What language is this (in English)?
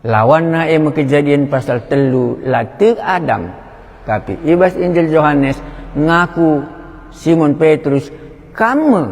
Batak Karo